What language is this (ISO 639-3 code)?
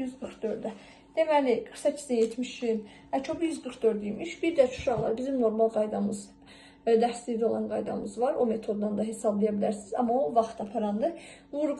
aze